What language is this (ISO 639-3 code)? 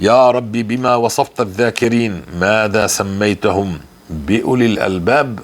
apc